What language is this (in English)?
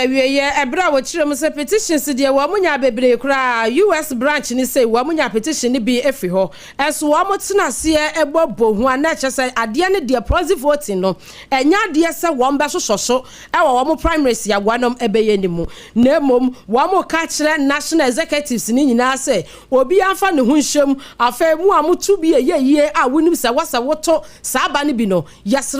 Akan